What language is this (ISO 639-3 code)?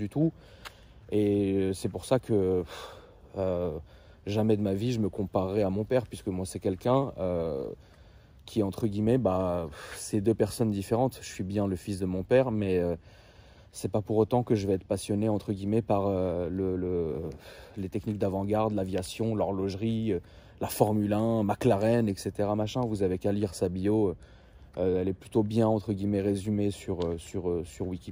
fra